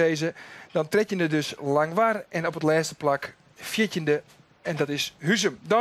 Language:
Western Frisian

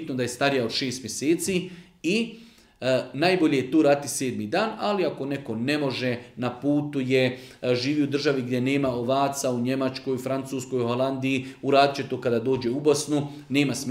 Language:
Bosnian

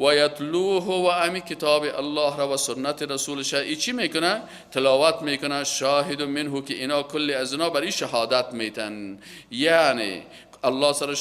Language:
Persian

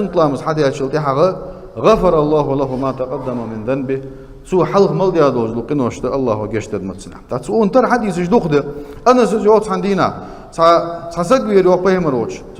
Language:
Ingush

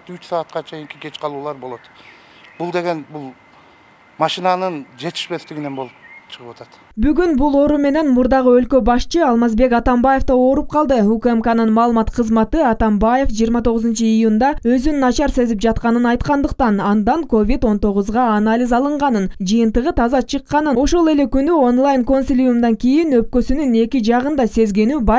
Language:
Kyrgyz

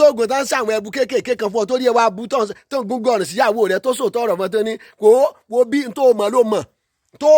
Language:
Yoruba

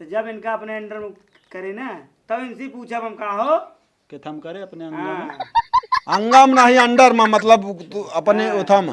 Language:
Awadhi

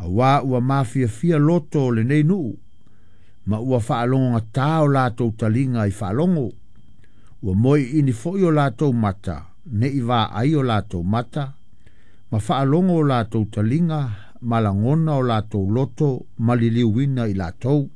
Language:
Samoan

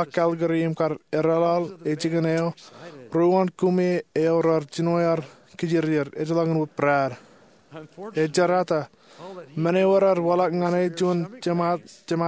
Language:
Marshallese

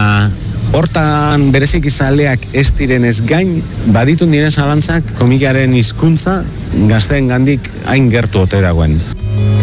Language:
Basque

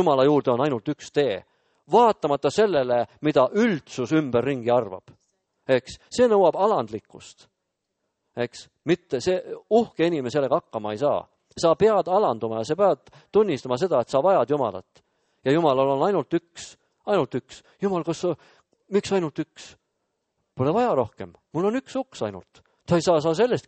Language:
Estonian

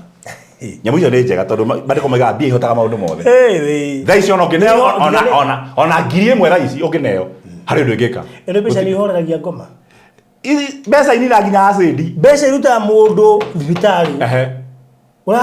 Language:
Kikuyu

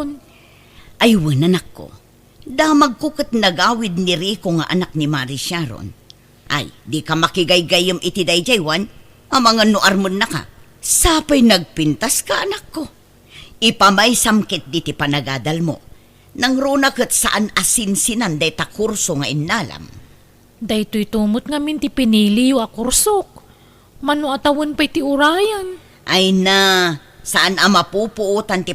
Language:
Iloko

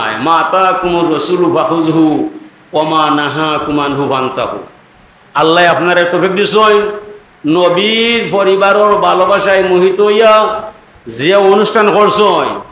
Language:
Sylheti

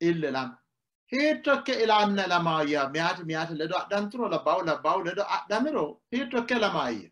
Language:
Sidamo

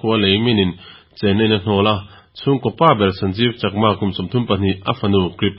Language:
Mizo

